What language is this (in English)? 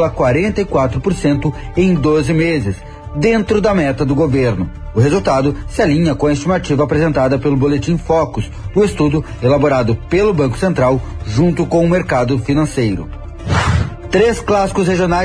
Portuguese